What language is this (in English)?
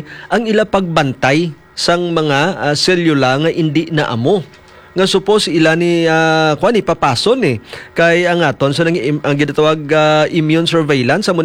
Hiligaynon